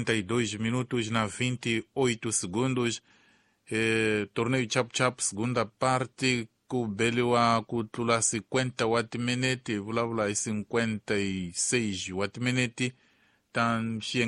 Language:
Tsonga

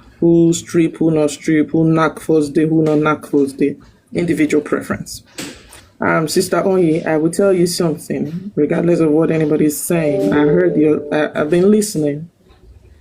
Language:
Nigerian Pidgin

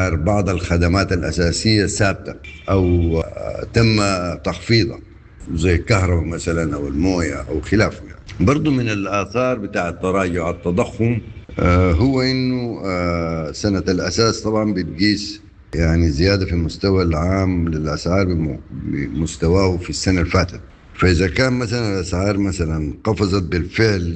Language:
Sudanese Arabic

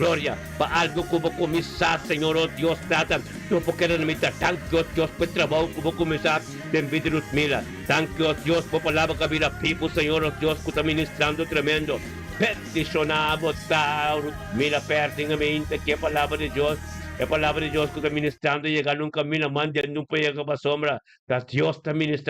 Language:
Papiamento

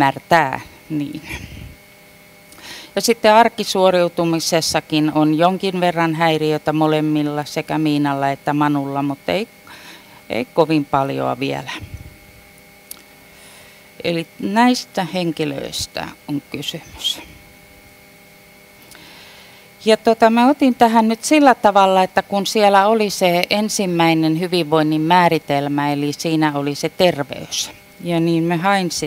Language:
Finnish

